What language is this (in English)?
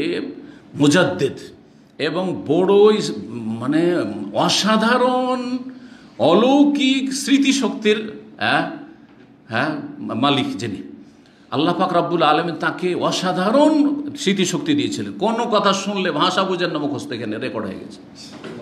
Bangla